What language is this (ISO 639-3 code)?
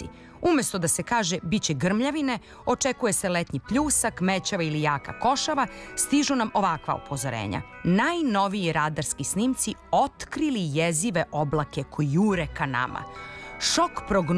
srp